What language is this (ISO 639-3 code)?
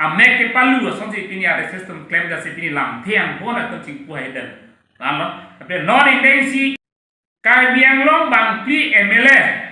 mjw